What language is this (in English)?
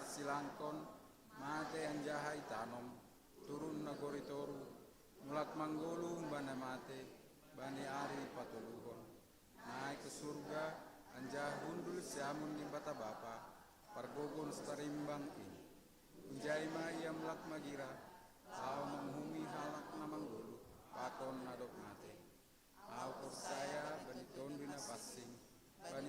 Batak Simalungun